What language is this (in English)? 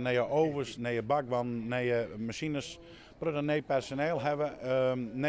Western Frisian